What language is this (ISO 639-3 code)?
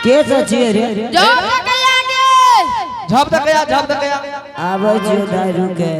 anp